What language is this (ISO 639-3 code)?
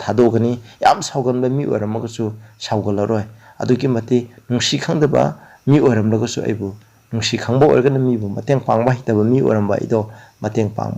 mni